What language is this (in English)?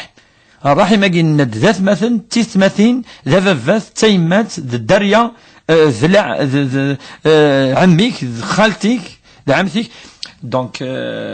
Kabyle